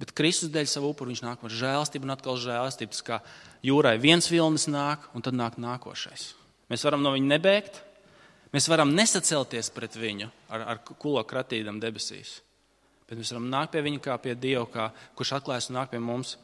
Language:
Latvian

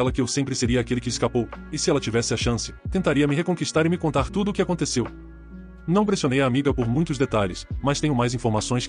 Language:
Portuguese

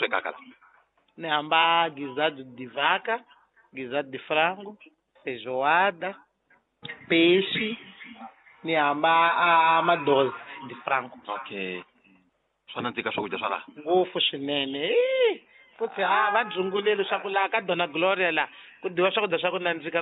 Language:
Tsonga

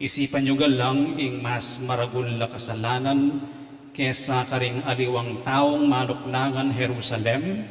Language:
Pampanga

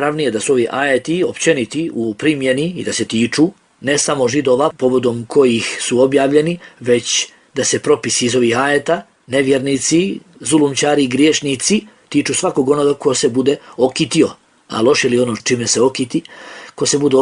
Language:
Bosnian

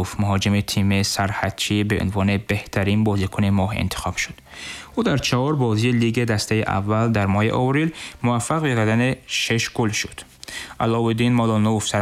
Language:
Tajik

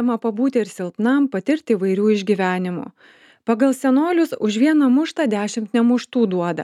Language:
Lithuanian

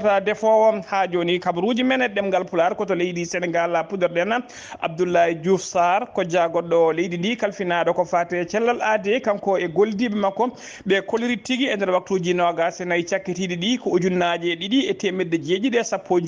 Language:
Fula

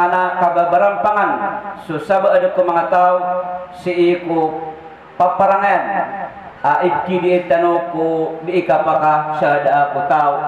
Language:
Maranao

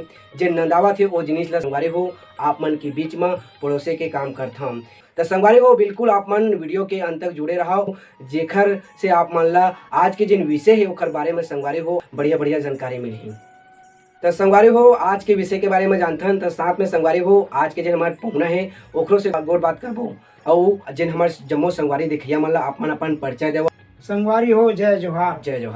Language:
Chhattisgarhi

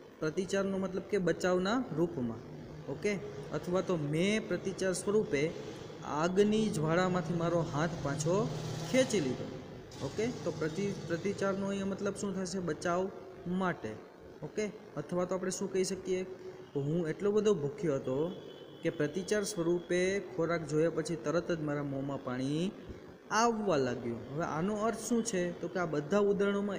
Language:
Gujarati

